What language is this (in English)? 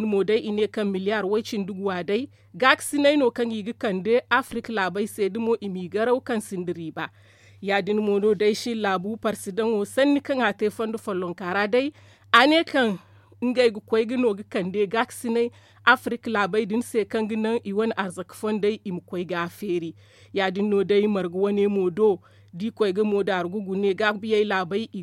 Zarma